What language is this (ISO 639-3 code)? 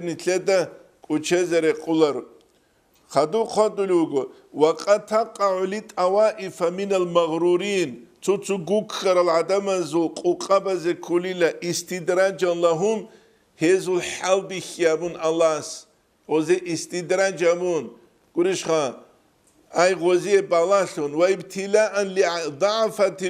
ava